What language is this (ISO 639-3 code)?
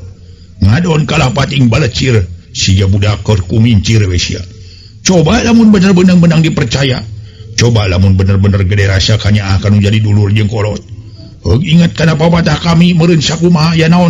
sun